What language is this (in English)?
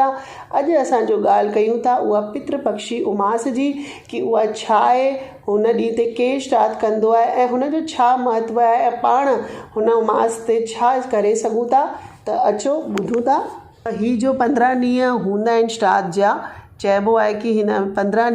Sindhi